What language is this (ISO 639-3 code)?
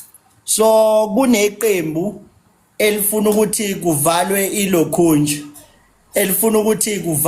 zul